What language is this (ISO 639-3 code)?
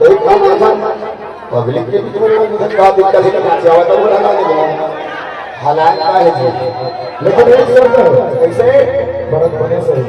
hne